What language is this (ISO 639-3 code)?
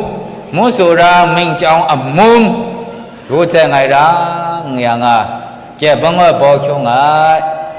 mhx